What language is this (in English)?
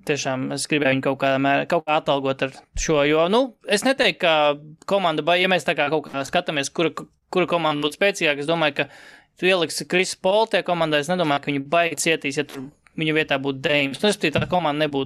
Latvian